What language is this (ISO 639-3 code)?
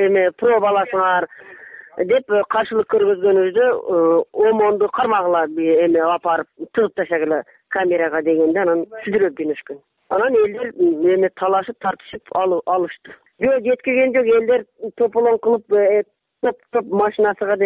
kir